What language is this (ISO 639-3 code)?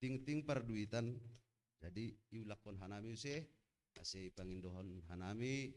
bts